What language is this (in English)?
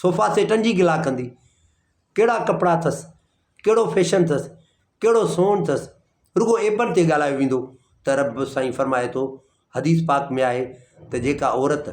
Sindhi